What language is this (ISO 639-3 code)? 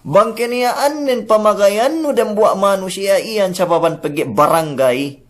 yka